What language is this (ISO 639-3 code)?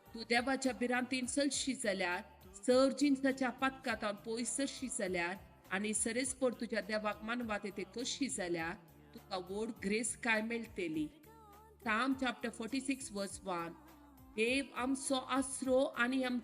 kok